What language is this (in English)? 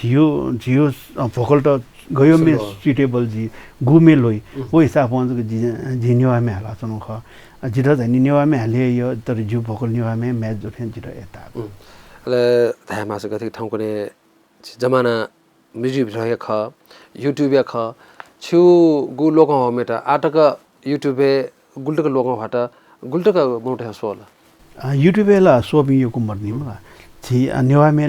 Newari